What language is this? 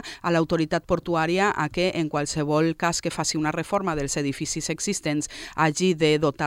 Catalan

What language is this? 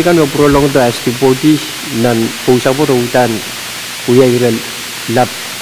Pohnpeian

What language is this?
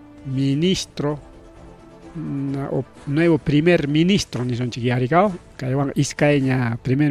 Ayacucho Quechua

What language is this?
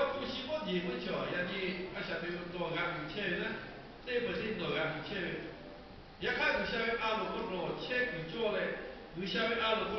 Lahu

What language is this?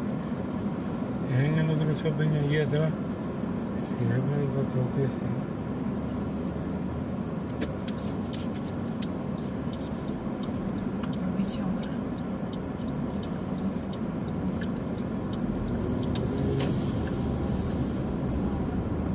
Spanish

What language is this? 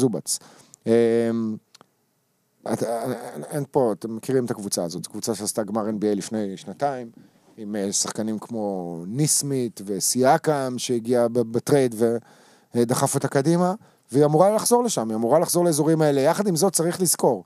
Hebrew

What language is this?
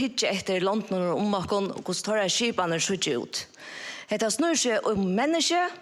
Faroese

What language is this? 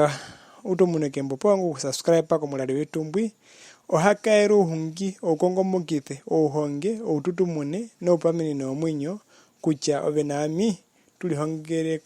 Herero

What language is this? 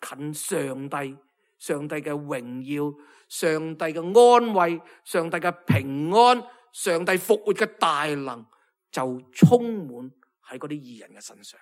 Cantonese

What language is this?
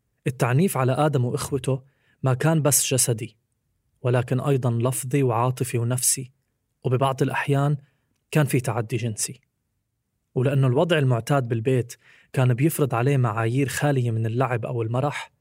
North Levantine Arabic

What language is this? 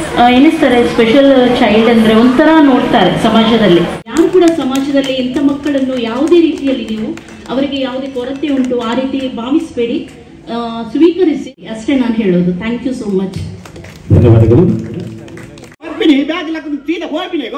Kannada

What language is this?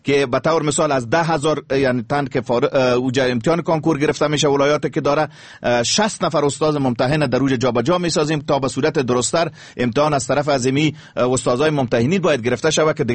Persian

